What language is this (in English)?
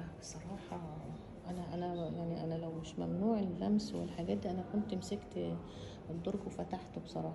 Egyptian Arabic